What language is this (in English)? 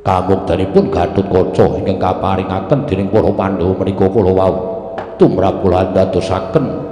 Javanese